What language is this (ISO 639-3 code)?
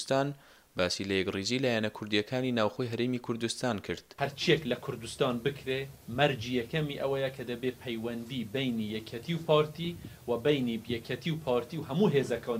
ckb